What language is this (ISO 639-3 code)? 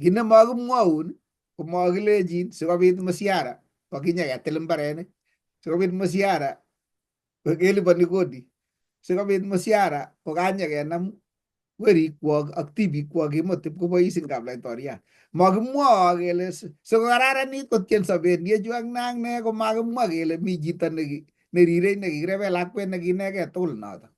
kln